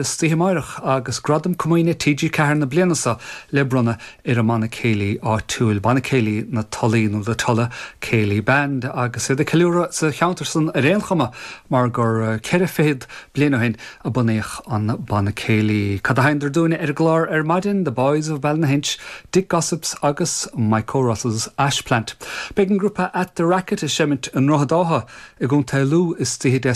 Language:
Irish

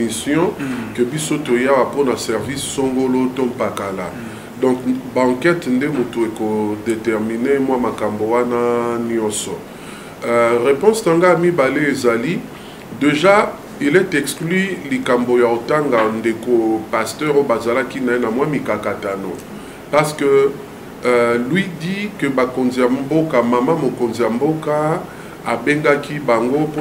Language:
Lingala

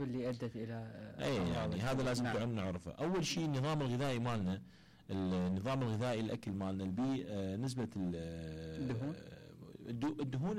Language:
Mesopotamian Arabic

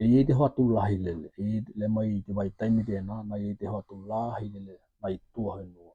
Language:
Tokelau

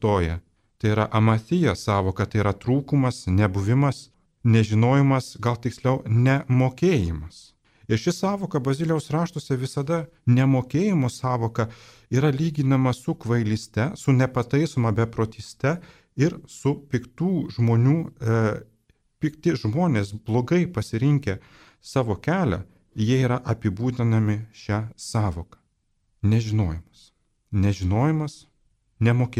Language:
Lithuanian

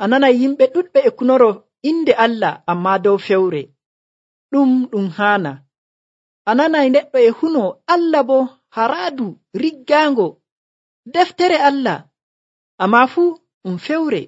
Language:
Nigerian Fulfulde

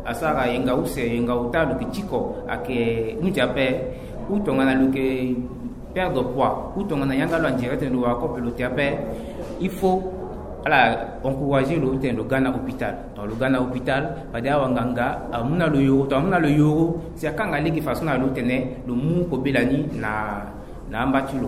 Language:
Sango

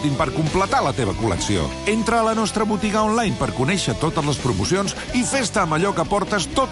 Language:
Catalan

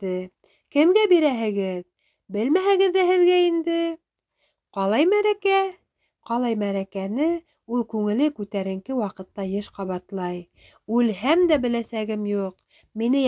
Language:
Bashkir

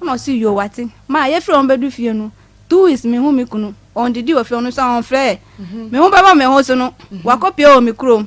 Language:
Akan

